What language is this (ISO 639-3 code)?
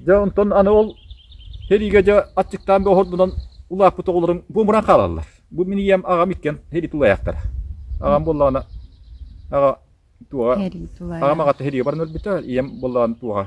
sah